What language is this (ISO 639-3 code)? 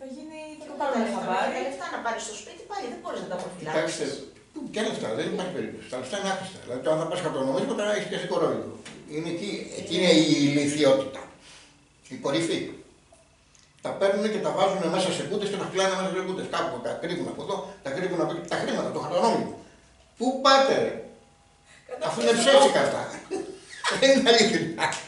ell